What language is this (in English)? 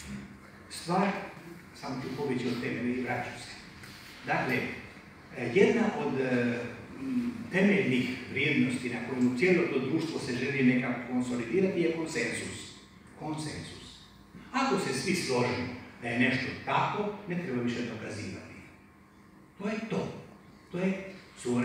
Croatian